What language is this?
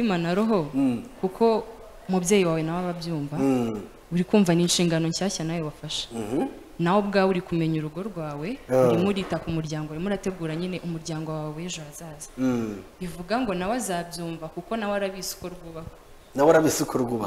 Kinyarwanda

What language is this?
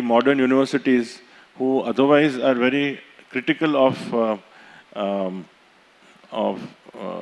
English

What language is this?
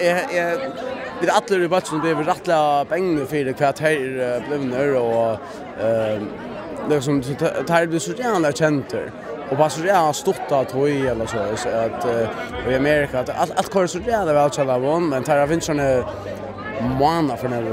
Faroese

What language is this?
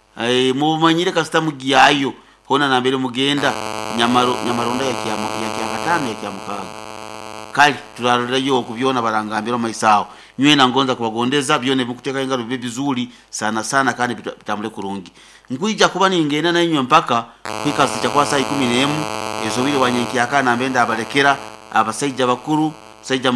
Nyoro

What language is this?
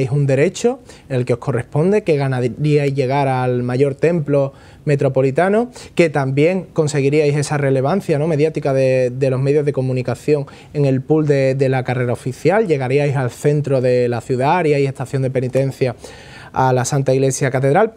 Spanish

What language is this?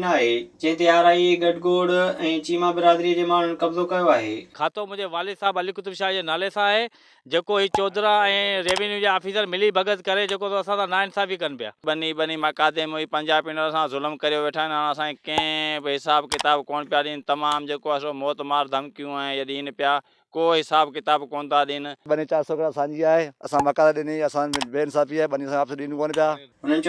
Sindhi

